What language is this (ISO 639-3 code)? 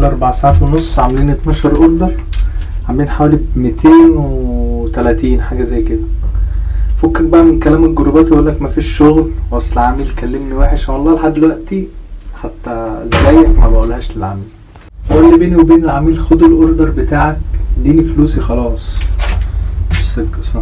arz